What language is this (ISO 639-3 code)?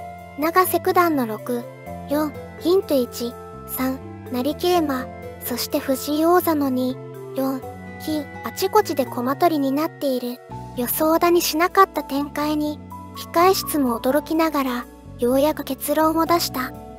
jpn